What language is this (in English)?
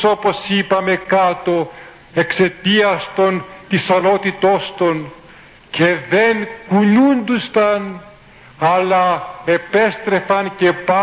Greek